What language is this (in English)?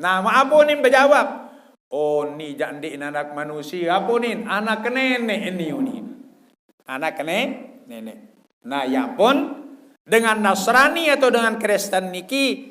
Sasak